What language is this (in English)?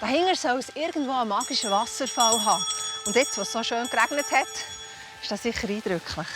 Swiss German